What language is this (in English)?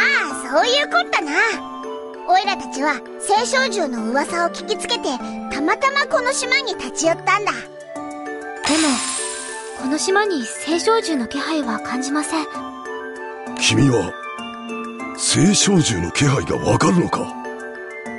Japanese